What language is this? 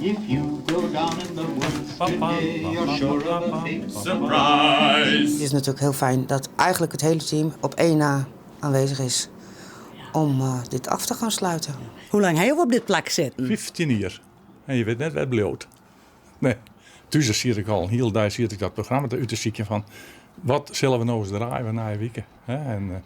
Western Frisian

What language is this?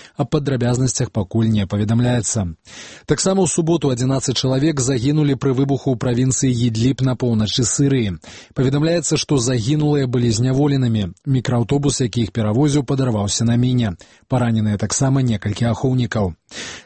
Belarusian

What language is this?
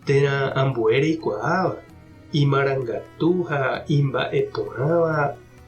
Guarani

